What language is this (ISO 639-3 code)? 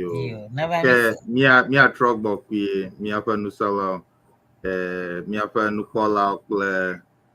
ewe